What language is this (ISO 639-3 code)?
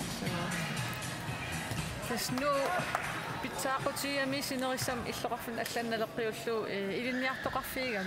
kal